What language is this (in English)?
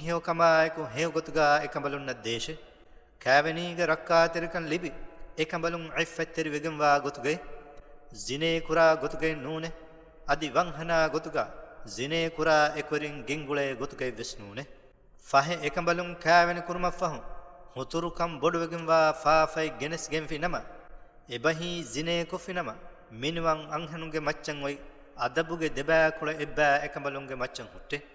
Divehi